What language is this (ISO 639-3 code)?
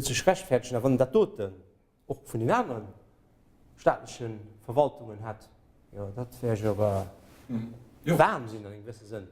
ltz